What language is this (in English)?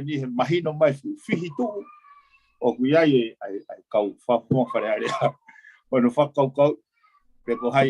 Tongan